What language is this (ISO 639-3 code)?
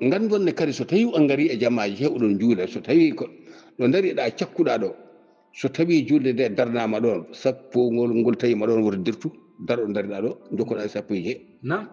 ful